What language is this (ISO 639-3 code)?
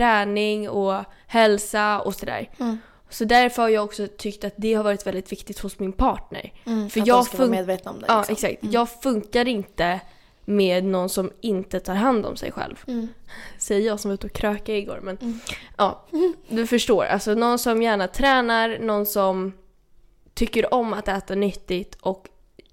swe